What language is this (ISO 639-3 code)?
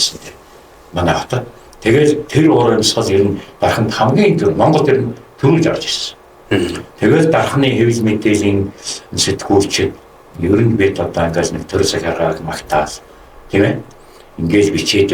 mon